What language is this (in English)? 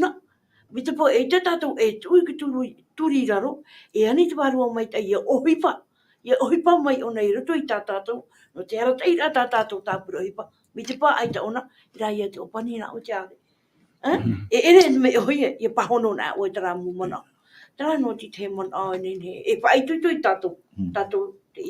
Tahitian